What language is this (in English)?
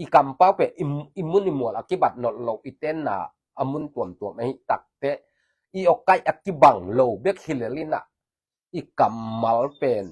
Tedim Chin